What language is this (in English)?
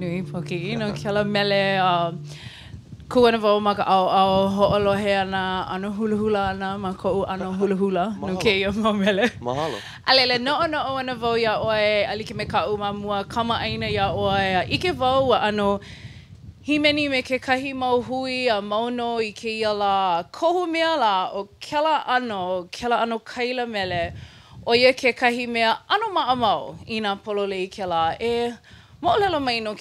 Hawaiian